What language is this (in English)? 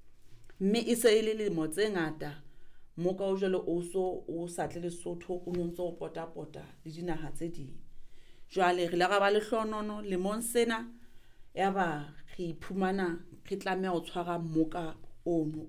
Southern Sotho